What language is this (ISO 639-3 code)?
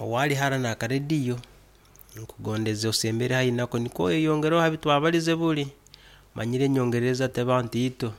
nyn